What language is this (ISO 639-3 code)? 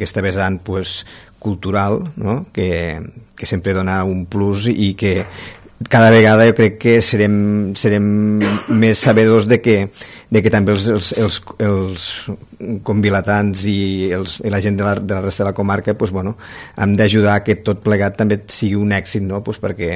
cat